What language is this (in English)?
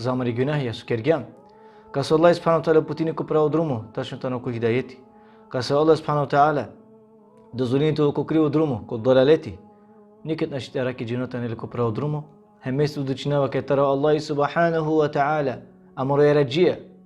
Balkan Romani